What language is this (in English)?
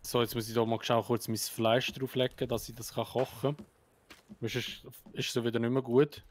Swiss German